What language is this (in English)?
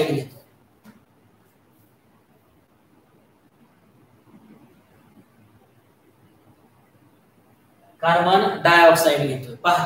Marathi